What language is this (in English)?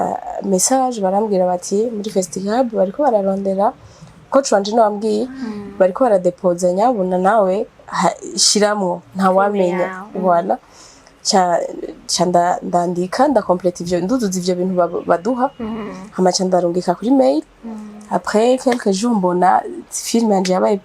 Rundi